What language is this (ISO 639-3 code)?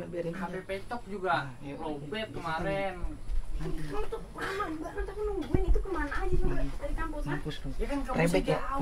bew